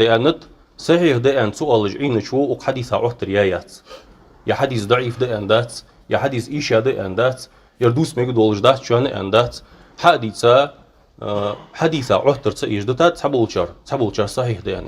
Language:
Ingush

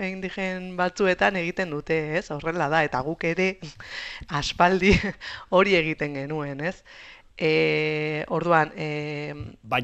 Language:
Basque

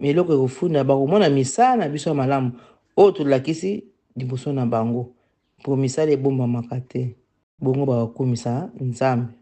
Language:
Lingala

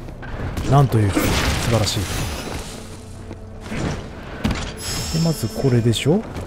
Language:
Japanese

